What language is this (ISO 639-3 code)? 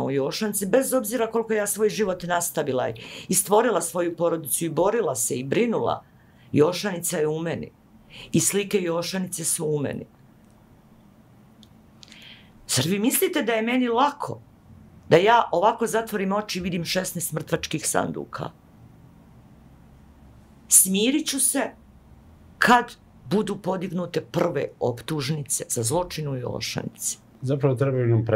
bos